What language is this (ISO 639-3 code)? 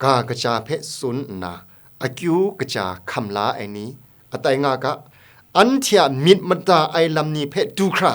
kac